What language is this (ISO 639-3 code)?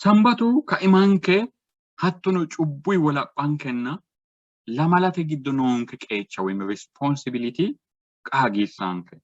sid